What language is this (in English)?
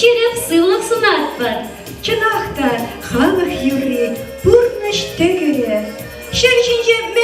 Chuvash